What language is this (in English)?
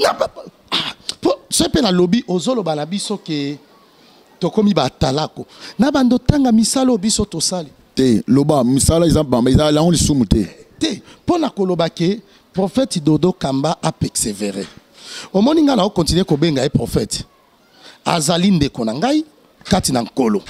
Lingala